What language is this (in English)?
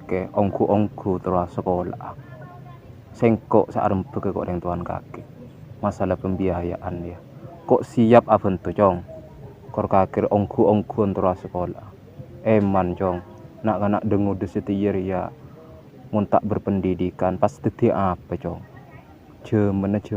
Madurese